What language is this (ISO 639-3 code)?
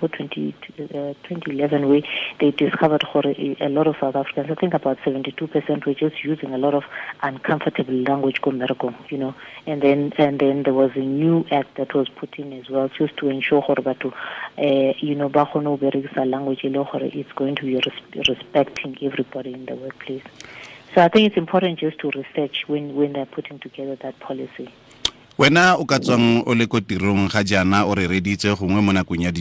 tsn